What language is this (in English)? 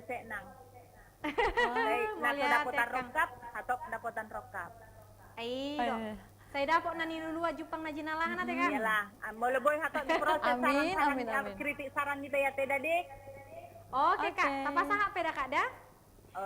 Batak Toba